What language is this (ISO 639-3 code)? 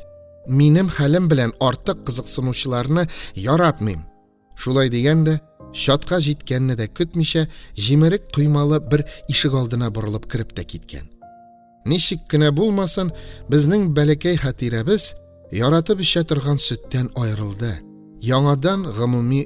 tat